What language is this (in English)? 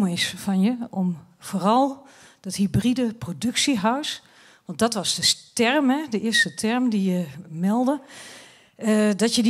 Dutch